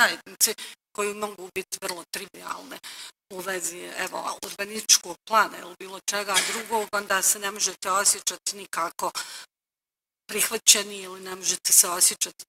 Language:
Bosnian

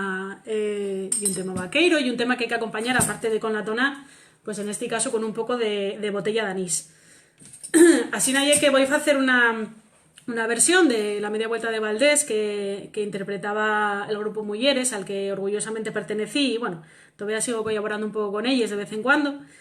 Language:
Asturian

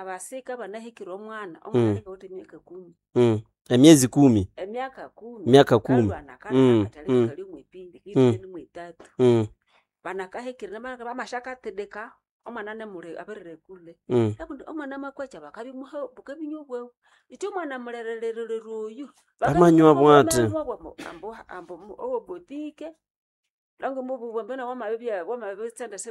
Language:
Nande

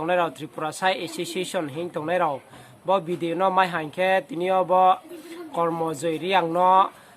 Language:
Riang (India)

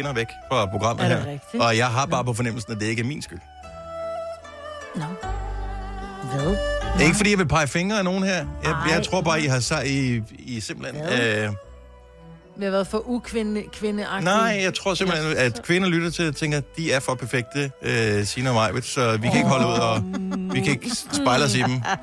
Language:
Danish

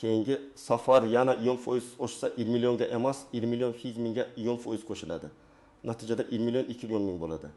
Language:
Uzbek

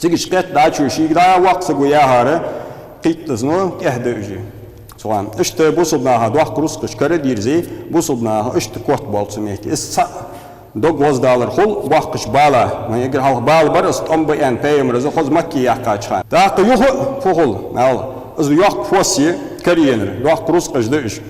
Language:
Ingush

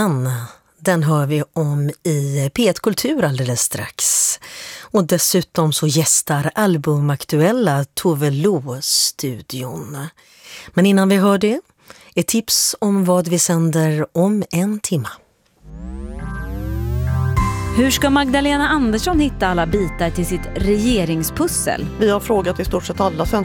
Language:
Swedish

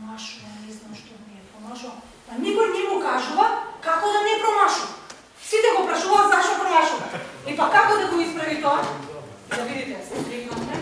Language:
Macedonian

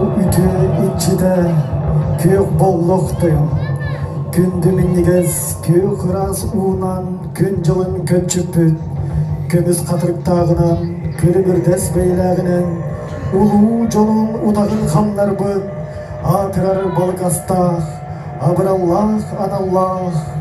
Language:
Yakut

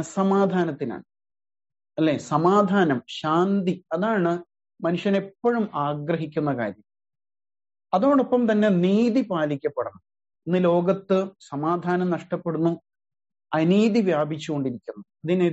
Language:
Malayalam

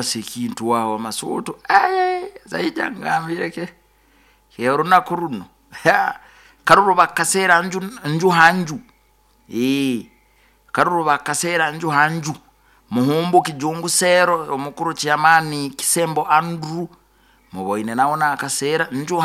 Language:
Nyoro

